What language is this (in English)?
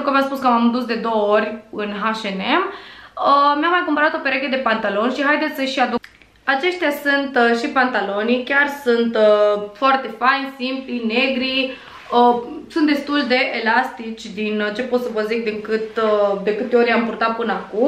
Romanian